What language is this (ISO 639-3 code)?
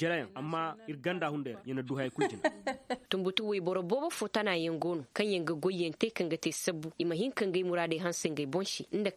ses